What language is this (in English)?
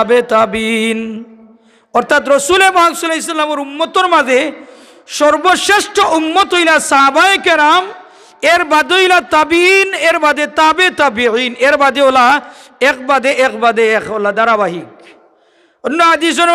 Sylheti